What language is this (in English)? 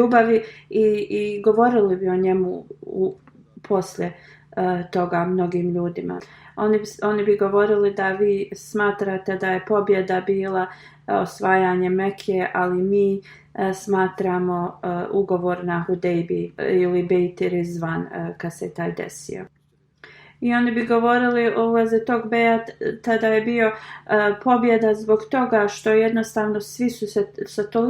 Bosnian